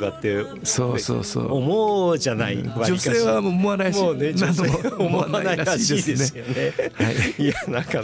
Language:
Japanese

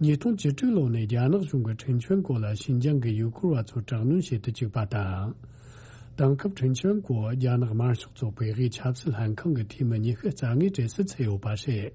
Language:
Tibetan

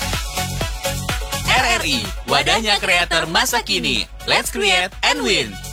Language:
Indonesian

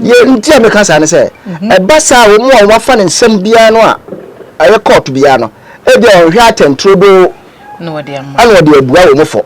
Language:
Akan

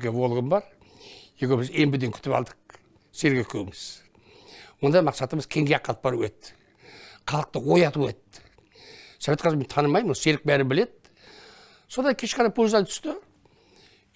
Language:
Kazakh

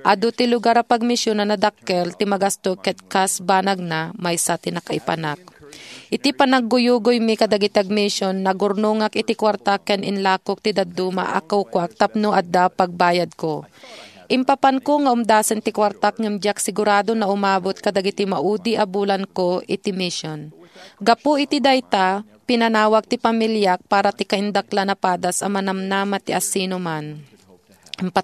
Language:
Iloko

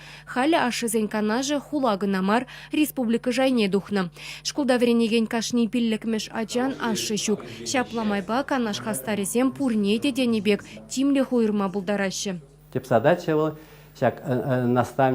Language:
Chuvash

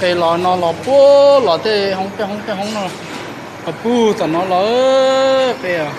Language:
Hmong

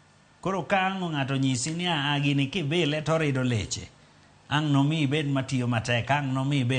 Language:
Luo (Kenya and Tanzania)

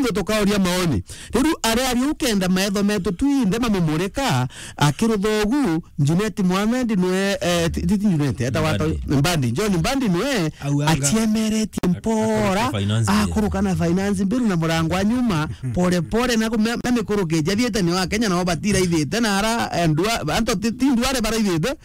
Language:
Meru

